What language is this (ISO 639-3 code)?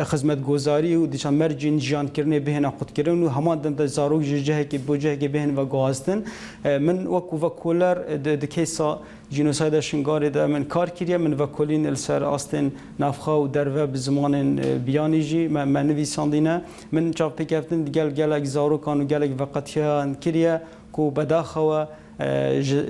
kur